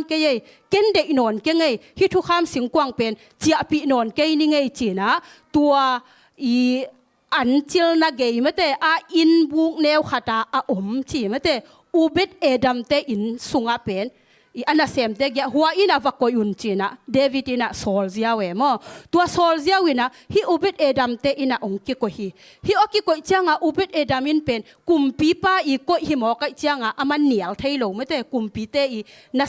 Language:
Tedim Chin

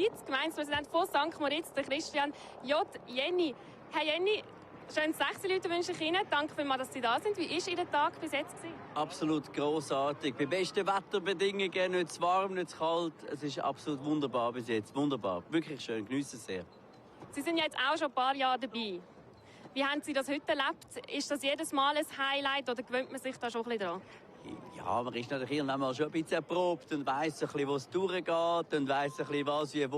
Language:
Swiss German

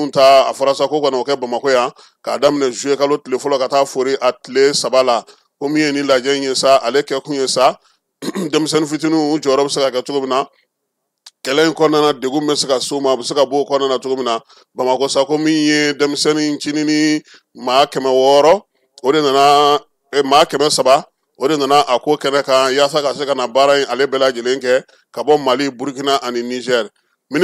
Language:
Bambara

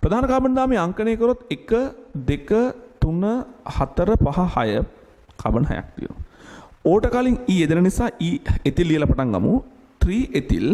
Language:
Sinhala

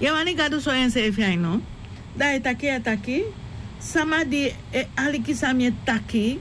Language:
Sranan Tongo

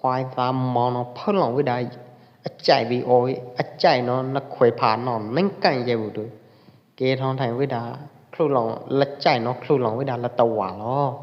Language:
Pwo Eastern Karen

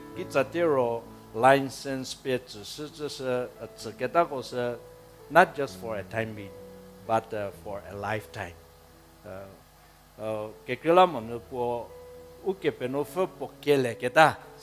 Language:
Angami Naga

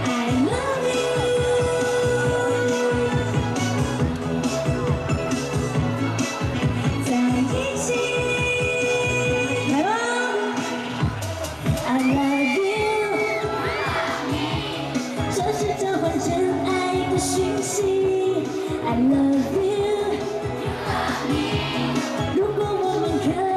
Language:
Chinese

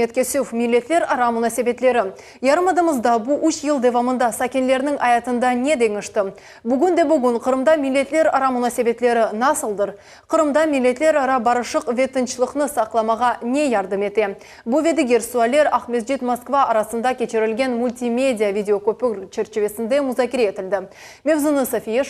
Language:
Crimean Tatar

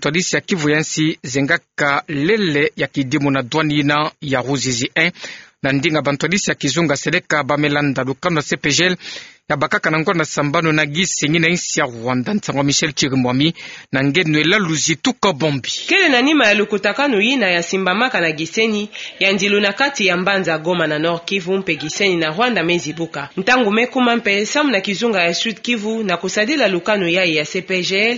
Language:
Kituba (Democratic Republic of Congo)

